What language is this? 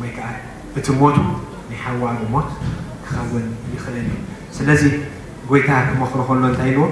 Tigrinya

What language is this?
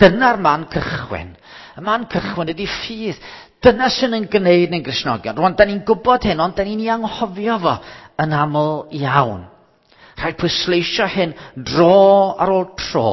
Welsh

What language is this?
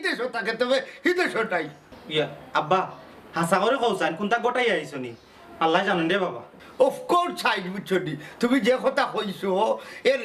Sylheti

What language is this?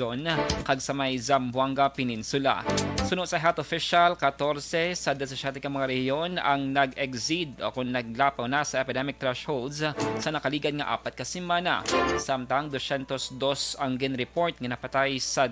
Hiligaynon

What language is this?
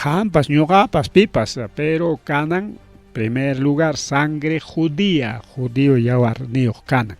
Ayacucho Quechua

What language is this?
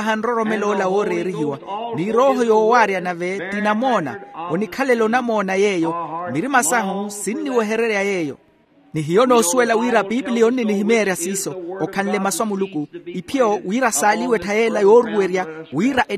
Makhuwa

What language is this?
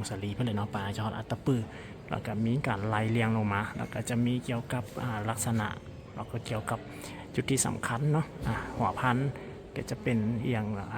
Lao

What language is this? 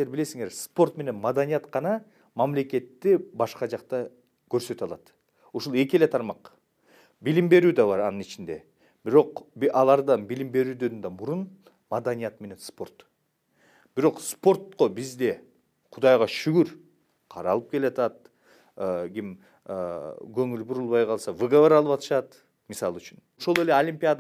Kyrgyz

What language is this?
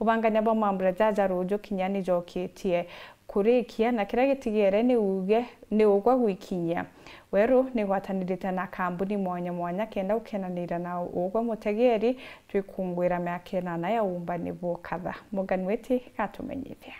Meru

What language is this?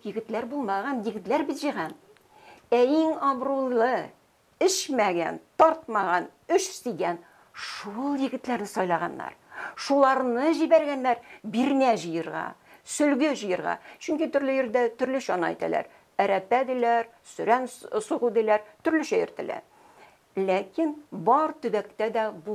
Tatar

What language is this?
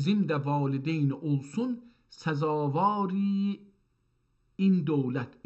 South Azerbaijani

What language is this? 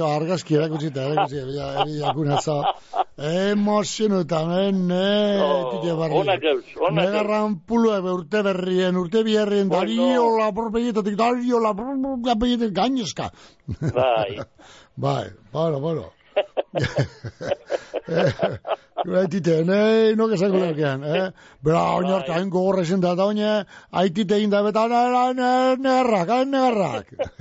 Basque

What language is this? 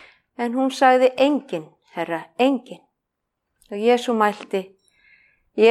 Icelandic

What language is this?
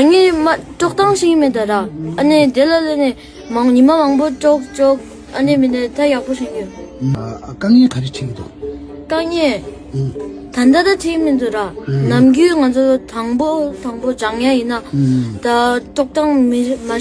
Tibetan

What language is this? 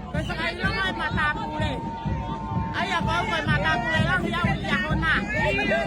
Tongan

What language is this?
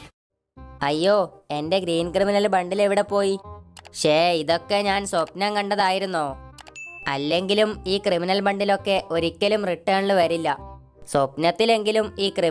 Malayalam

